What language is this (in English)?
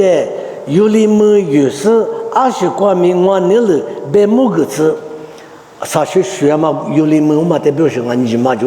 Lisu